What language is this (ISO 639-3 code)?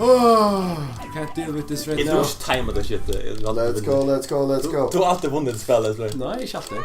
fao